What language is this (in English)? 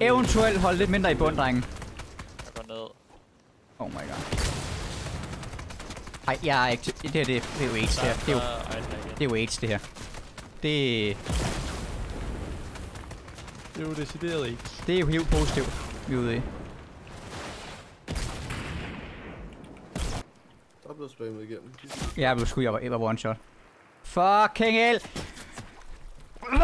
Danish